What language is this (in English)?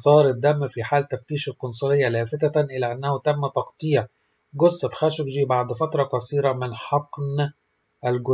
Arabic